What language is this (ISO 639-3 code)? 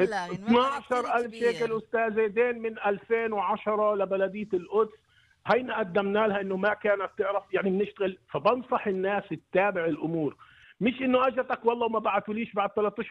apc